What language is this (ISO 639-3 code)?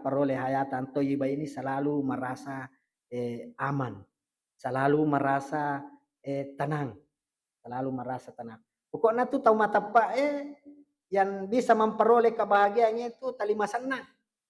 bug